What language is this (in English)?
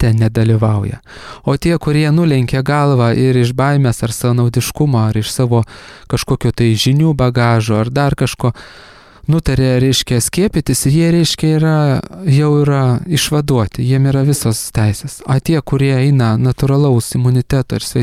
Lithuanian